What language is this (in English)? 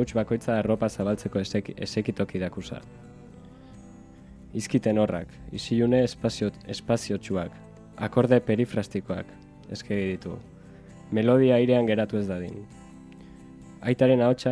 Basque